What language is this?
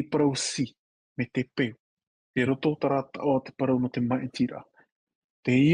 Tahitian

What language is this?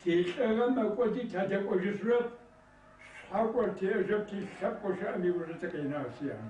Kabardian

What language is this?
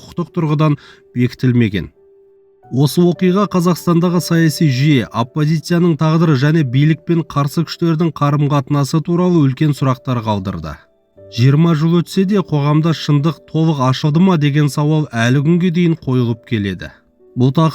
Kazakh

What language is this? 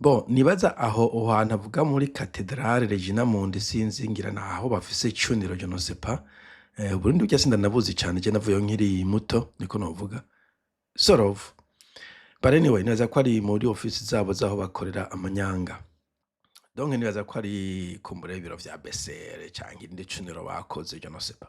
Rundi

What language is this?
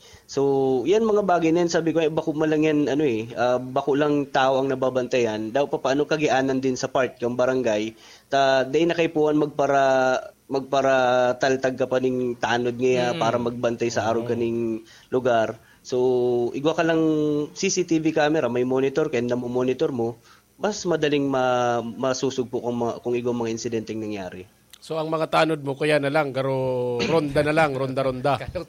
Bikol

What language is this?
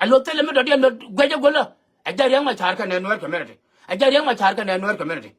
Nuer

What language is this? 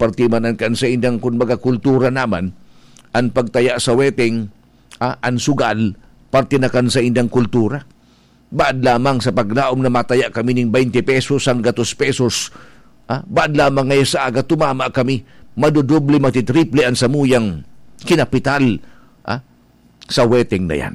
Bikol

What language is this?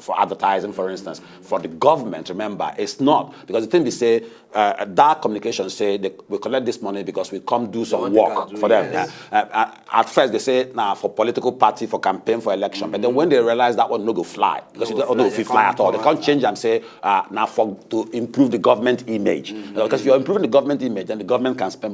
Nigerian Pidgin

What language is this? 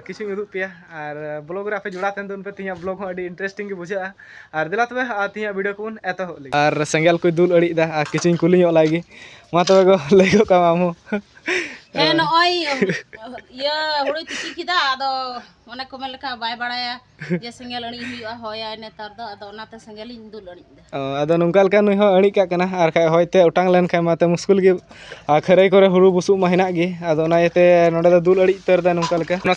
Santali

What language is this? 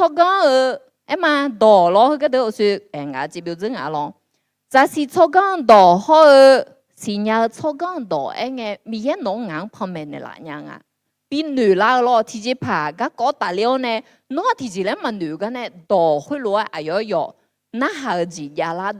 Akha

